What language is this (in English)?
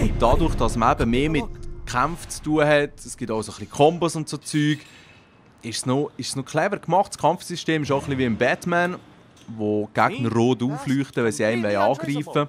Swiss German